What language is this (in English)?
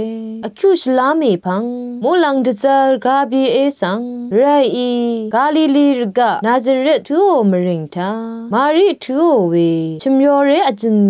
Rawang